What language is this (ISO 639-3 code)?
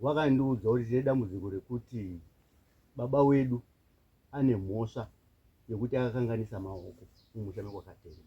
sna